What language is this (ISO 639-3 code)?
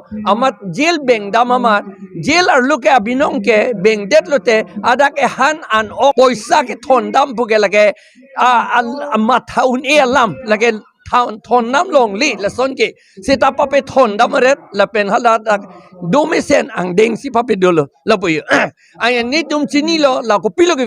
mjw